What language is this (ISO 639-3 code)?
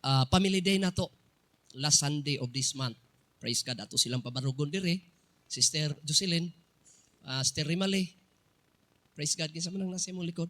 ceb